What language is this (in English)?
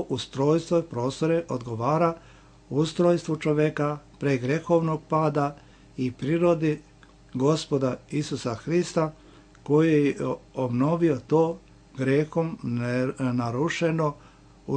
Serbian